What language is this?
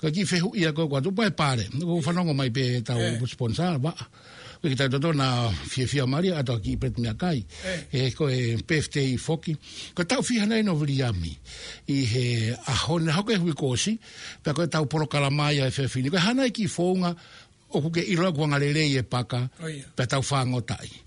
Tongan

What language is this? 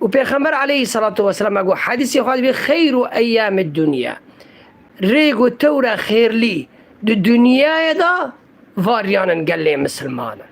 Kurdish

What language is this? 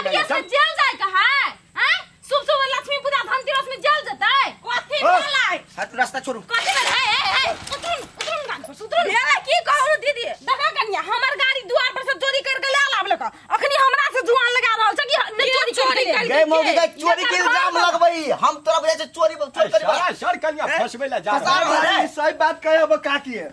Maithili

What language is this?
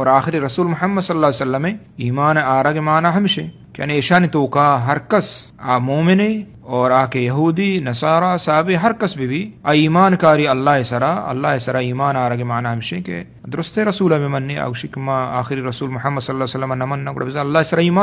Eastern Balochi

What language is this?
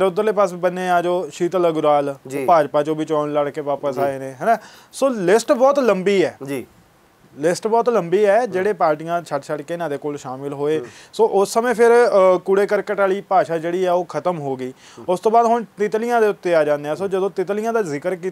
Punjabi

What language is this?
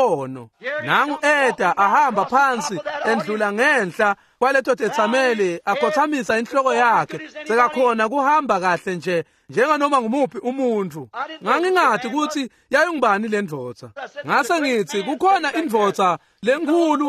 Swati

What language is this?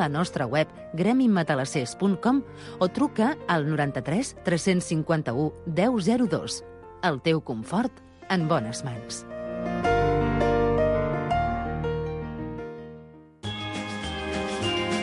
Catalan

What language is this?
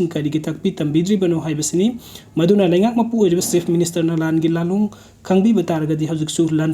Manipuri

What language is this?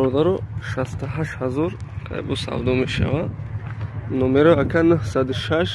Tajik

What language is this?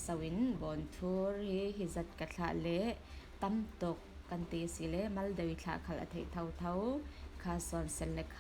Falam Chin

